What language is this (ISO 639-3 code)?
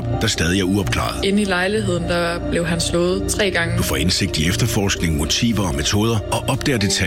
dan